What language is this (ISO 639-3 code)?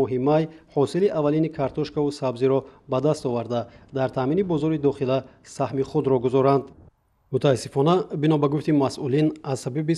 tgk